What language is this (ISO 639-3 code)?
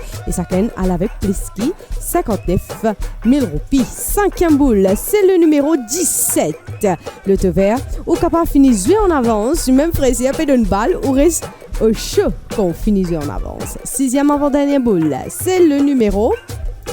mfe